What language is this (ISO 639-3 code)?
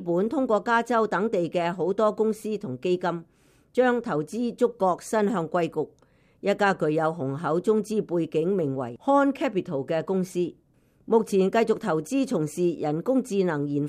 yue